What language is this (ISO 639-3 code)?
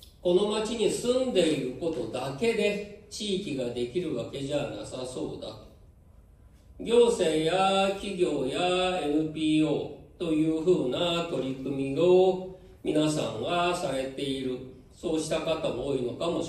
jpn